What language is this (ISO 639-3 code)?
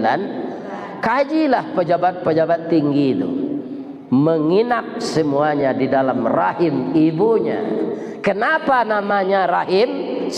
min